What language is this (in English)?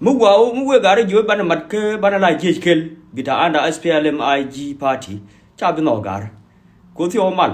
Nuer